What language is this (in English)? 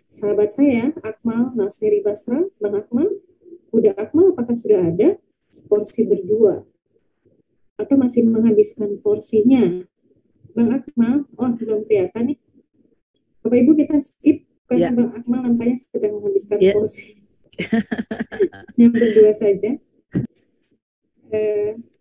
Indonesian